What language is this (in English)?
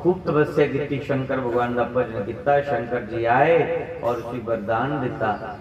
Dogri